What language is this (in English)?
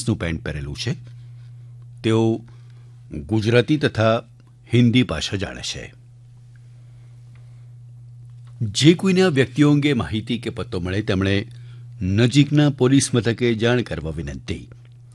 Gujarati